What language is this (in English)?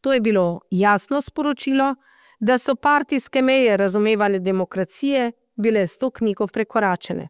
Slovenian